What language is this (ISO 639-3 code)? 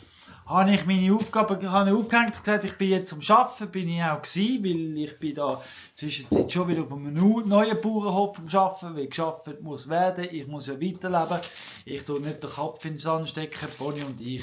gsw